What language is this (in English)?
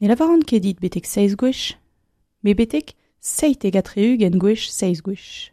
Breton